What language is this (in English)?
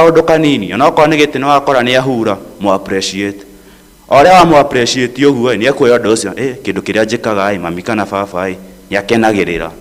Kikuyu